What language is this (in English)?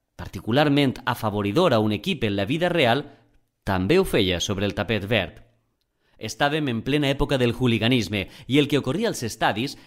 Catalan